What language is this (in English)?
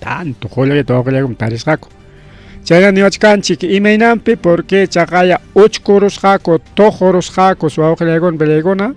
Ayacucho Quechua